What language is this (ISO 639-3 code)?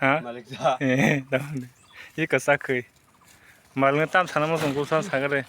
trp